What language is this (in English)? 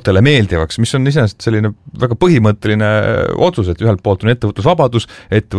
Estonian